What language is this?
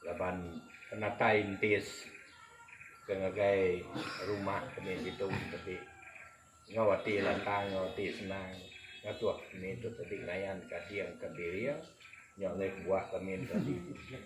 Iban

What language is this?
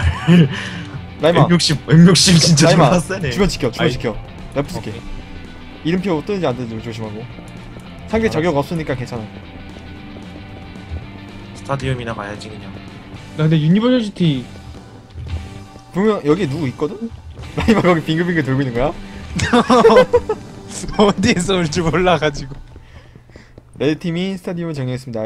Korean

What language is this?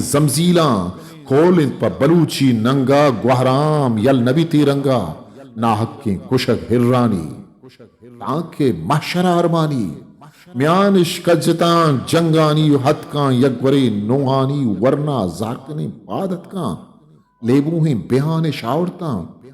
Eastern Balochi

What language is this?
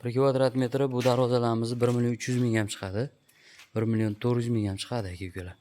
Uzbek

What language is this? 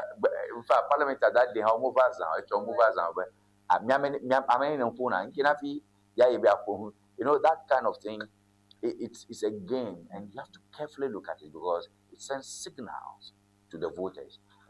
Ewe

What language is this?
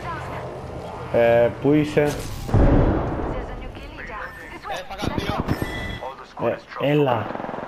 Greek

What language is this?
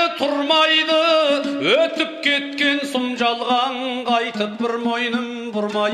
Kazakh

